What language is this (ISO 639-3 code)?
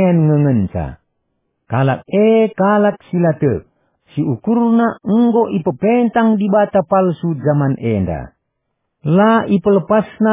btx